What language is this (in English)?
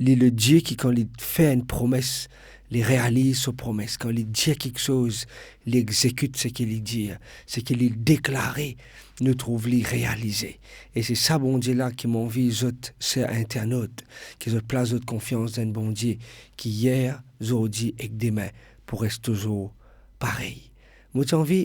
Morisyen